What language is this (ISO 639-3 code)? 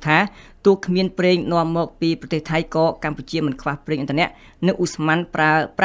khm